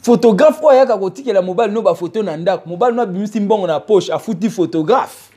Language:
Lingala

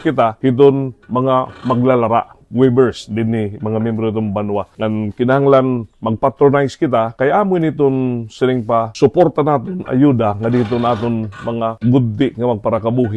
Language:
Waray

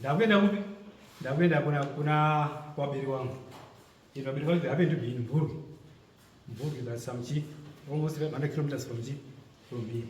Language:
Shona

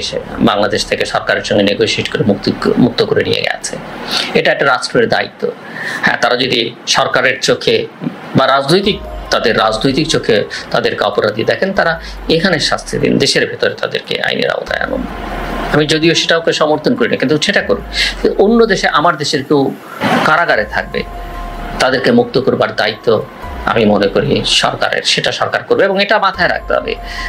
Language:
Bangla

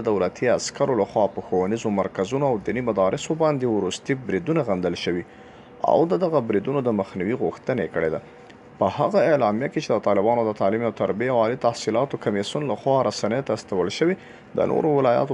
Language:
Pashto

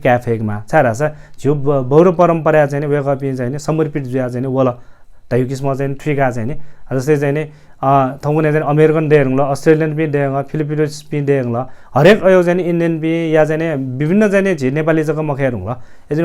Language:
Newari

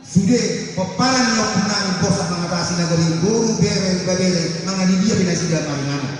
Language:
Batak Toba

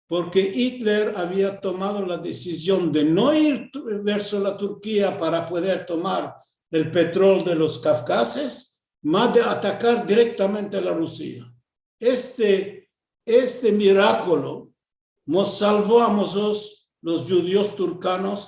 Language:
Ladino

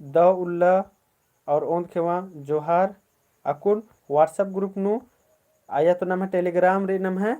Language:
Kurukh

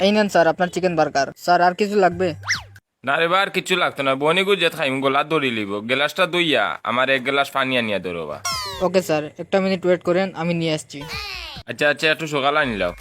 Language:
Sylheti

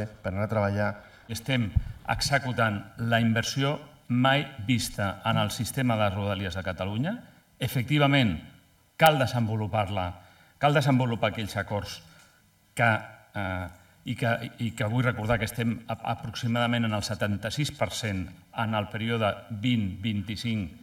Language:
Catalan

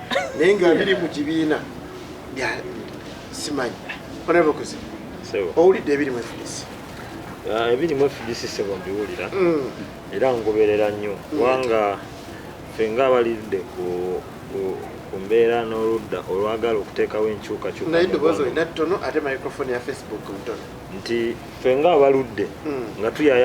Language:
Ganda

